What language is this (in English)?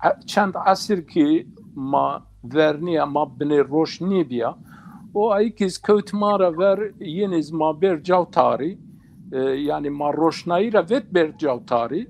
Zaza